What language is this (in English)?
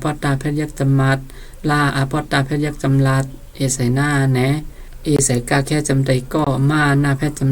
Shan